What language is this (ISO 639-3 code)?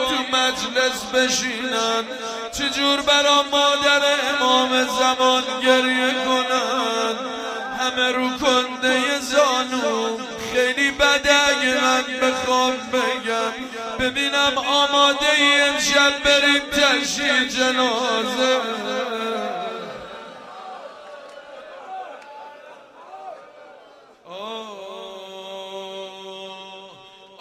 fas